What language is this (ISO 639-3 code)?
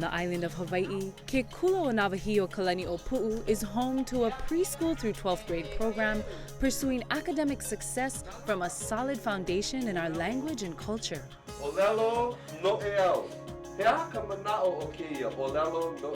haw